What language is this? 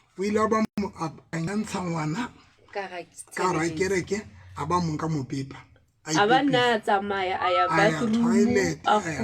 Southern Sotho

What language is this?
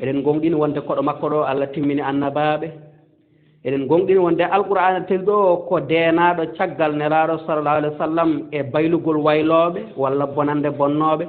Fula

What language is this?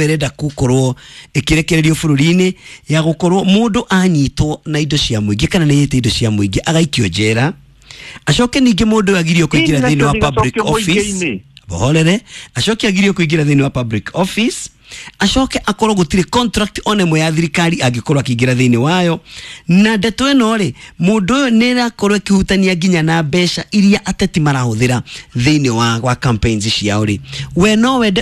Kikuyu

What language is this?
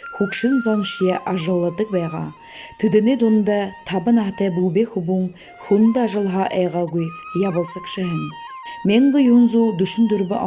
Buriat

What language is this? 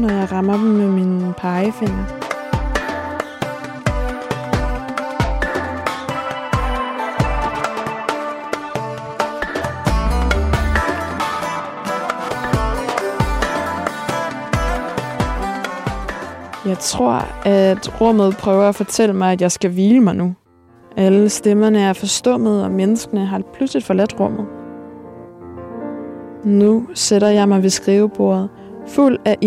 Danish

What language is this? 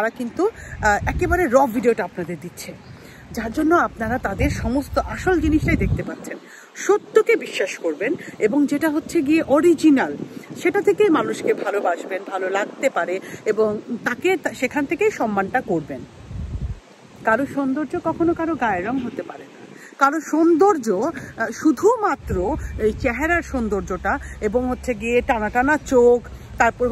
Bangla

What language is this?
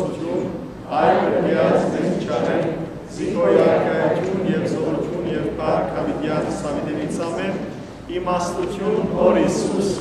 Western Armenian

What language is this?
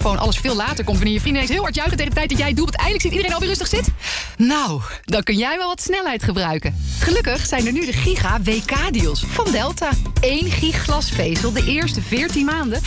Dutch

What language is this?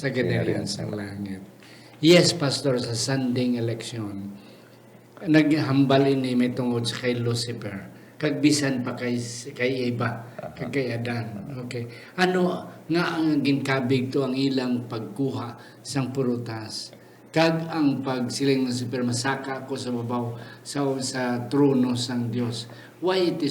Hiligaynon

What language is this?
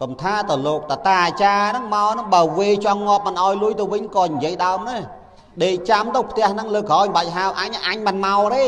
Khmer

